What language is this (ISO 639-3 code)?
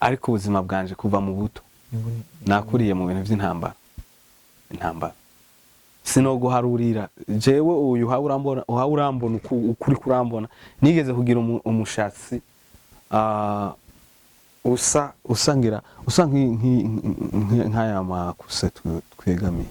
run